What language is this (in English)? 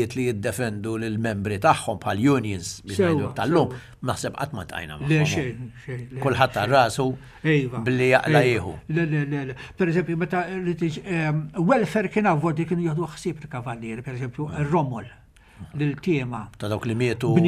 Maltese